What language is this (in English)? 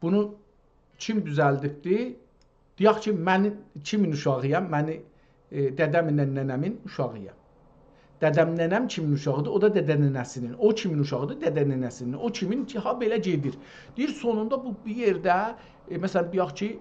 South Azerbaijani